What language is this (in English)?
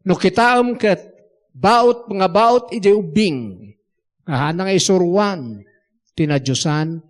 Iloko